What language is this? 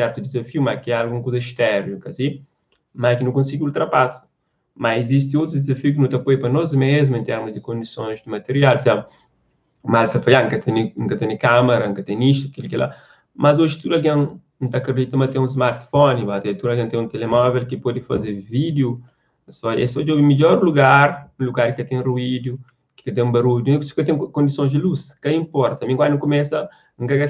Kabuverdianu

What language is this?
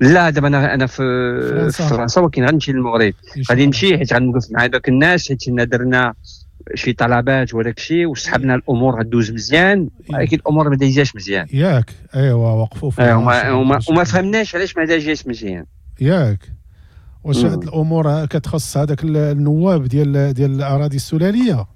Moroccan Arabic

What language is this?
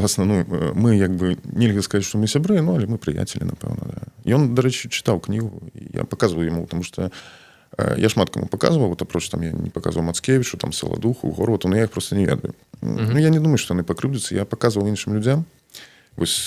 Belarusian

